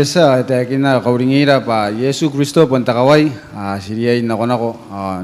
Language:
Gilbertese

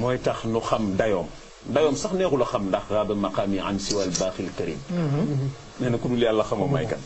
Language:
Wolof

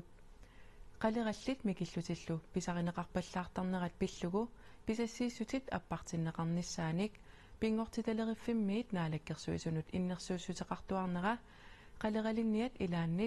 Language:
Kalaallisut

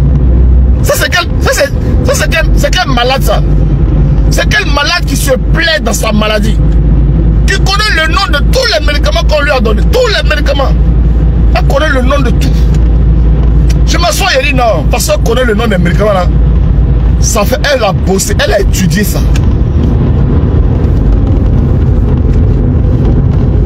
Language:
French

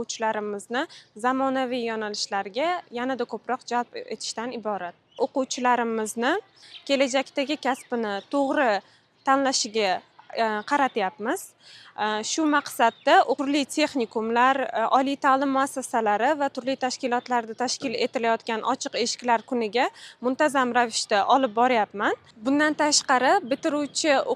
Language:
Uzbek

